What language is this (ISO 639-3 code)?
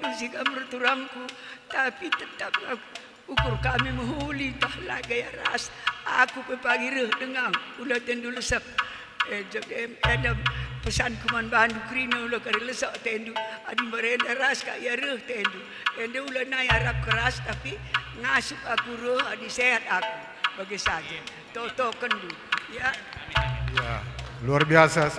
btx